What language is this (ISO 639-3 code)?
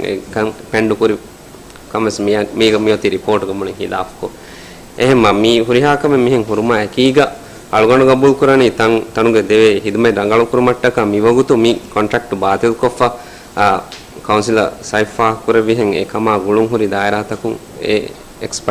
div